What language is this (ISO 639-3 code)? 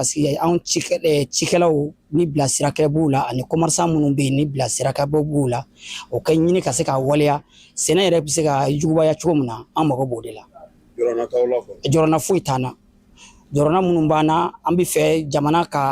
bam